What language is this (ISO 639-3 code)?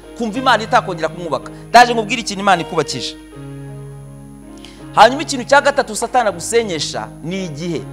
kin